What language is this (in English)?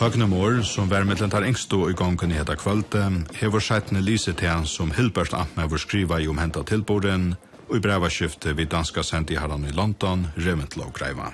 Faroese